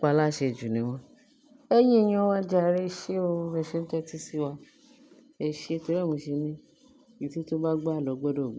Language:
Yoruba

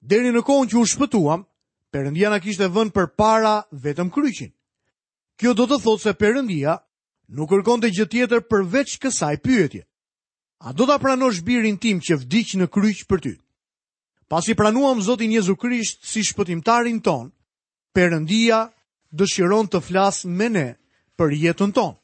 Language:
Albanian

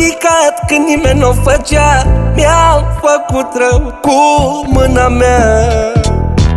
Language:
Romanian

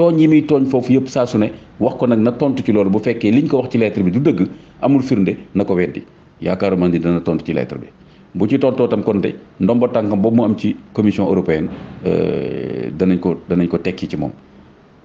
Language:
Wolof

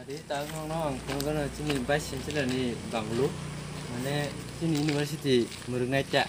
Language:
Kok Borok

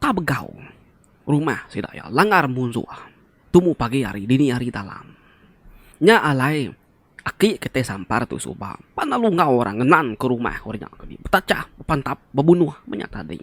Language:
Iban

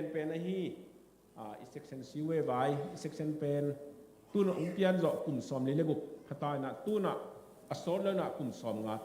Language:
Tedim Chin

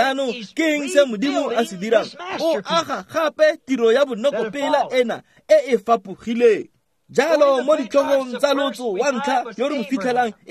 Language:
Tswana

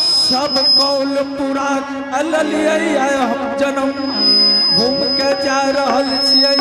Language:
Angika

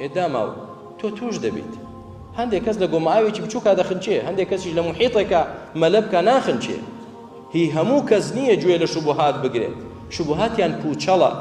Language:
Central Kurdish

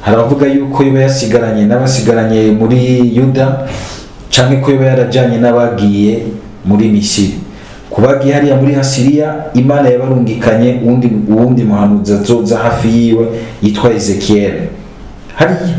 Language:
Rundi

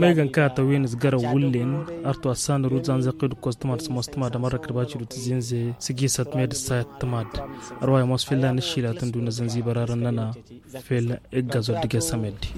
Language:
Tamasheq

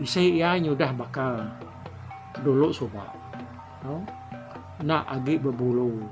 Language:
Iban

